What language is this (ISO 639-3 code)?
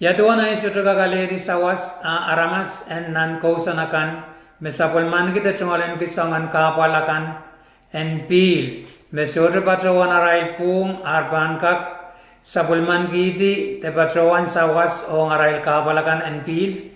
pon